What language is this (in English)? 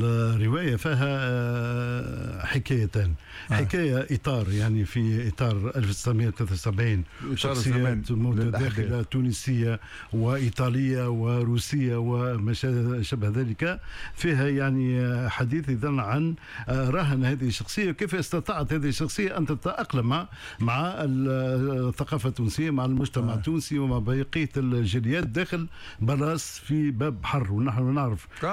Tunisian Arabic